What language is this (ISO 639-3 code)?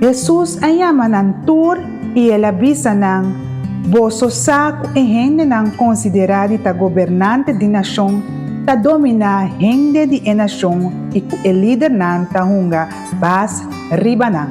pap